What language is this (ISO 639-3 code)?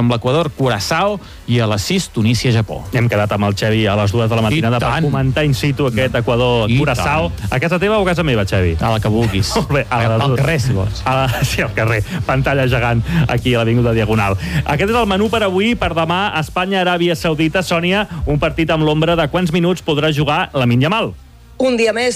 cat